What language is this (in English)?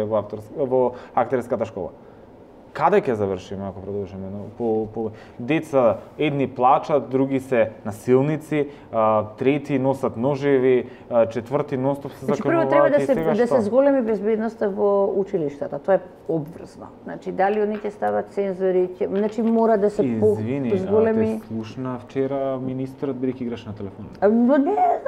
Macedonian